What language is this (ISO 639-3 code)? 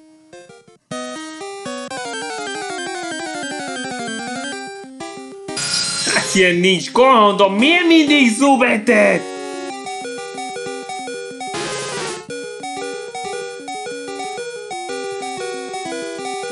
hun